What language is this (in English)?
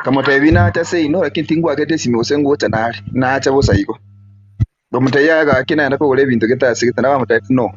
Gusii